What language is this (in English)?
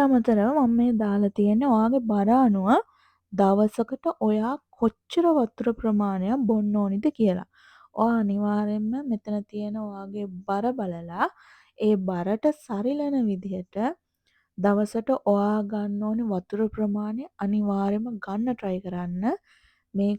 Sinhala